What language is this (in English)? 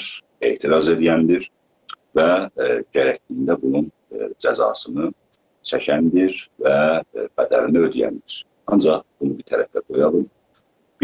South Azerbaijani